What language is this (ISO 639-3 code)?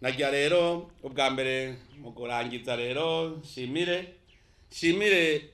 run